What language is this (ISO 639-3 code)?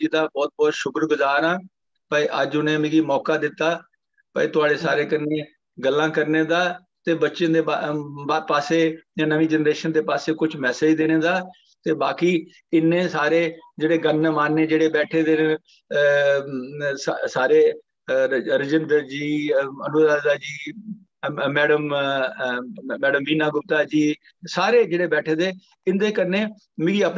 doi